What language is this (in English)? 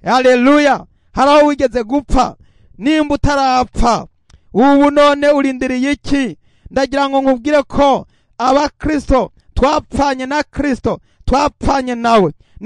Rundi